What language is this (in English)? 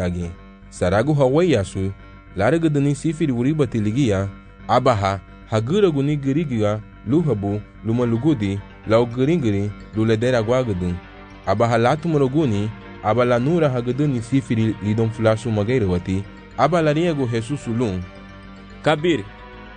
Garifuna